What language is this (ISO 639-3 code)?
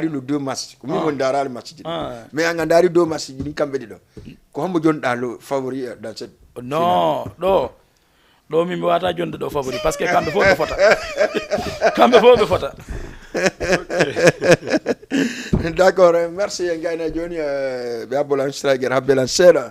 ful